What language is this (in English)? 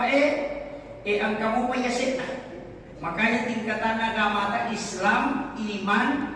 Buginese